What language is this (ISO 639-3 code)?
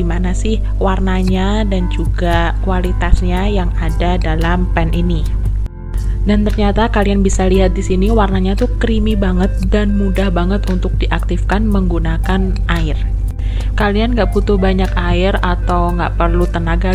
ind